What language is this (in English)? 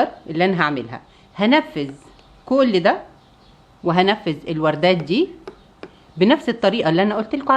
Egyptian Arabic